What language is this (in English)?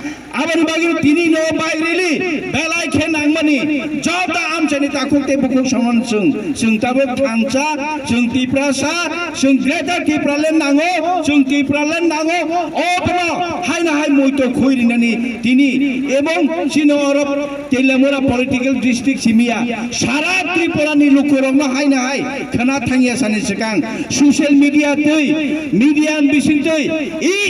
Kok Borok